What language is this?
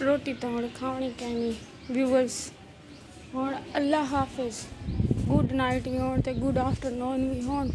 Saraiki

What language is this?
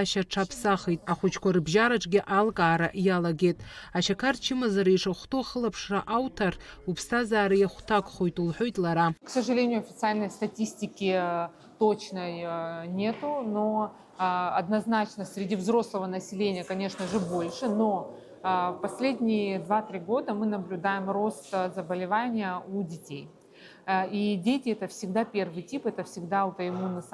Abkhazian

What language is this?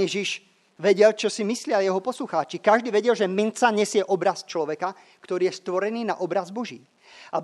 Slovak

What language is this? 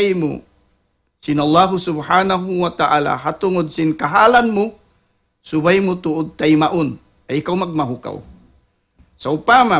Tausug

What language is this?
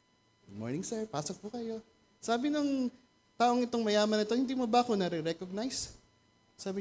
Filipino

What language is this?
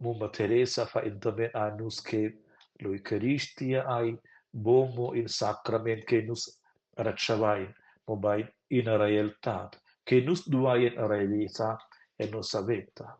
Romansh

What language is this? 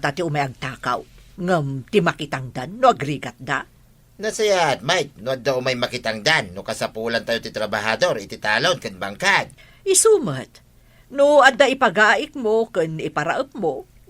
Iloko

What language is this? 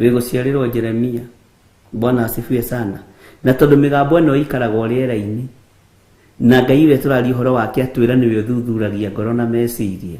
Kikuyu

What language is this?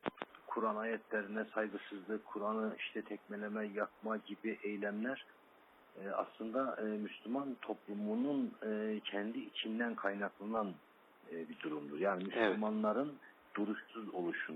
Turkish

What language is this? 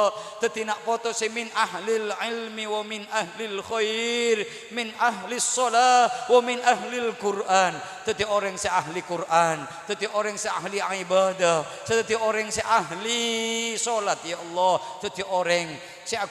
Madurese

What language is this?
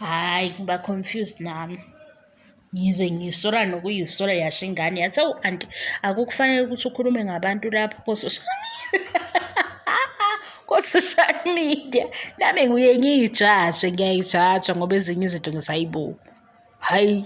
Zulu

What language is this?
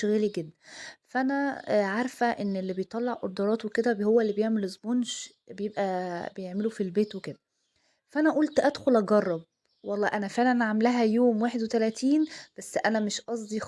Egyptian Arabic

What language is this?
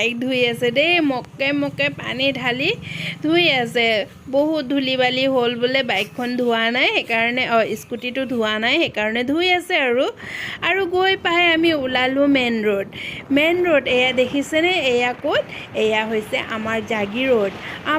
Assamese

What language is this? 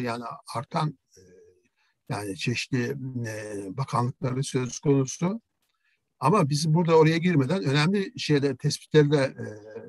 Turkish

